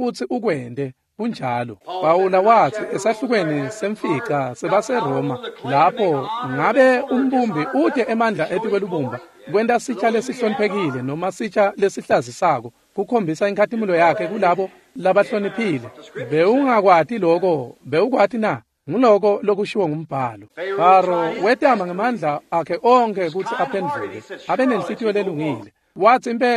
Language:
Swati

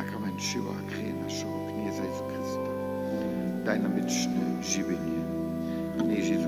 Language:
Upper Sorbian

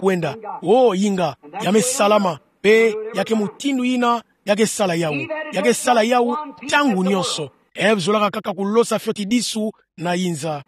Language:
Kituba (Democratic Republic of Congo)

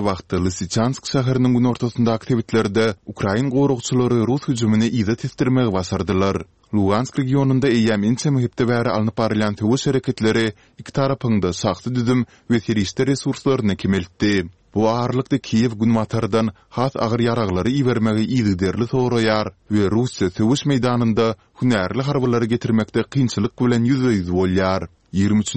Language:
Turkmen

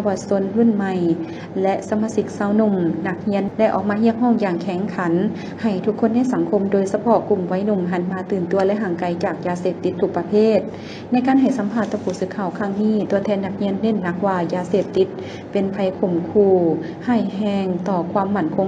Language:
Lao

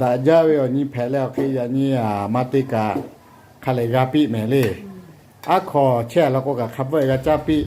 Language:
Lahu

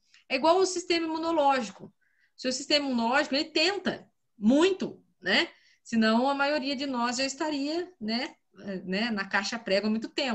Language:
Portuguese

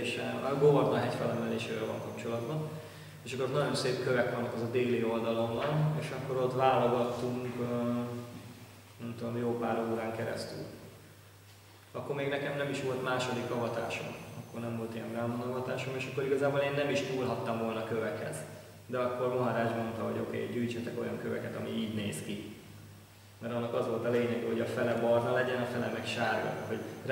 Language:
Hungarian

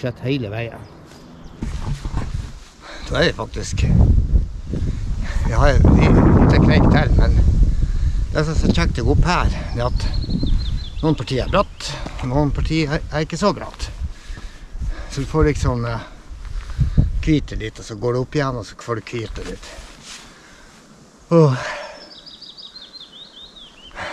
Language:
Norwegian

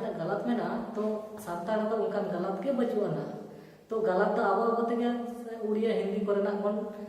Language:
Santali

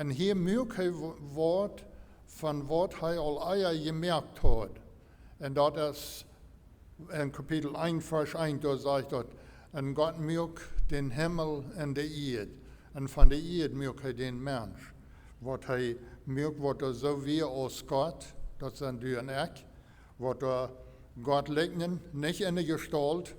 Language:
Plautdietsch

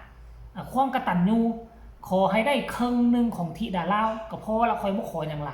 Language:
Northeastern Thai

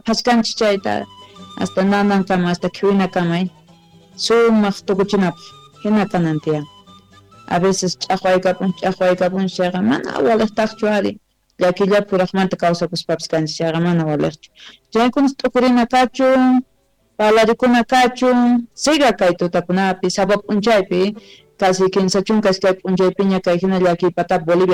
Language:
South Bolivian Quechua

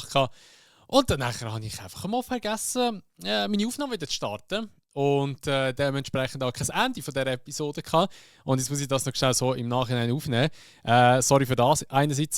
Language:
Swiss German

